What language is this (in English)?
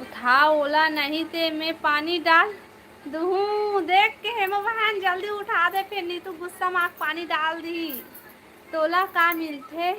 Chhattisgarhi